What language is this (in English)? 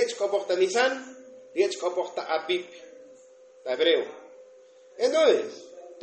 Tzotzil